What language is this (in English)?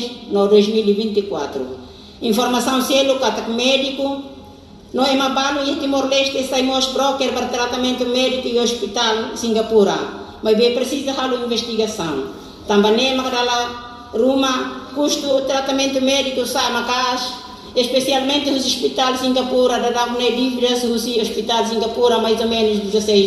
Tetum